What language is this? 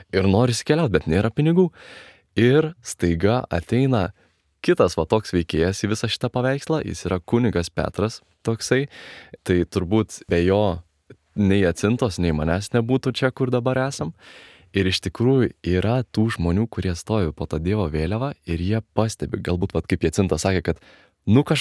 Lithuanian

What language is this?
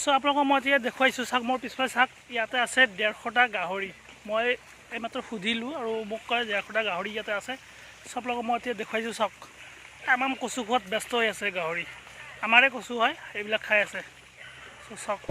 Assamese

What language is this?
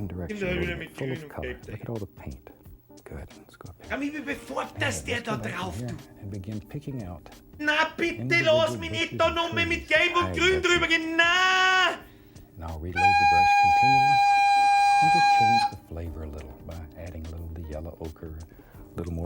Bavarian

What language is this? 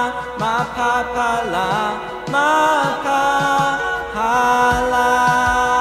Akha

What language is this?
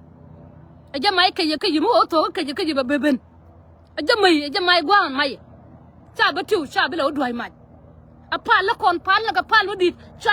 Nuer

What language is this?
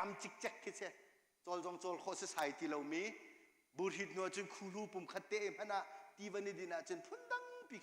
Hakha Chin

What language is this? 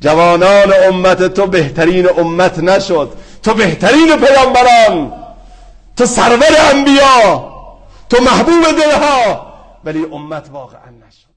Persian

